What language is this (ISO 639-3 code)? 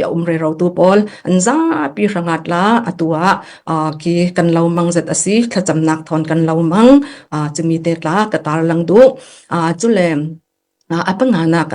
cfm